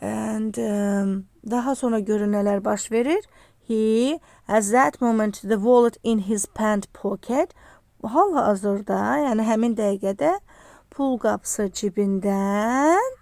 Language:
Azerbaijani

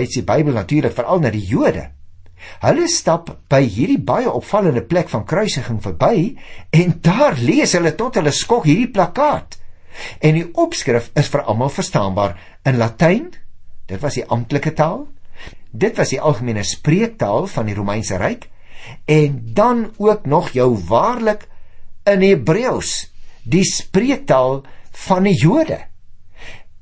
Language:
Afrikaans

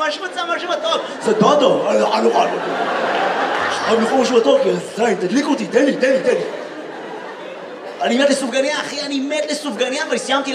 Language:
Hebrew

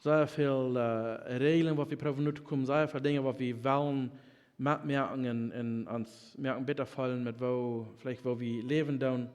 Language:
Plautdietsch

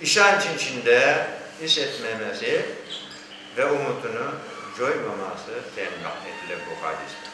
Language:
Crimean Tatar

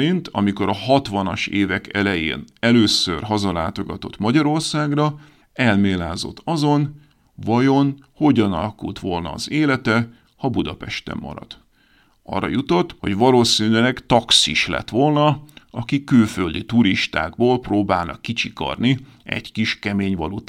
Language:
Hungarian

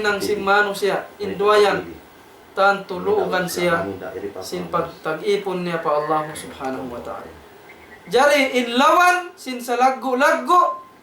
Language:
Tausug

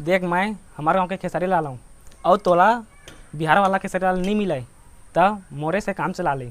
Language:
Chhattisgarhi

